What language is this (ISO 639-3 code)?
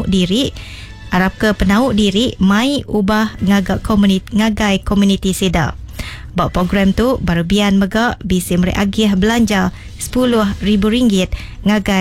iba